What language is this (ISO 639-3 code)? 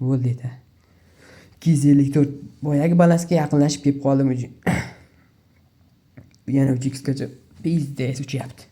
uzb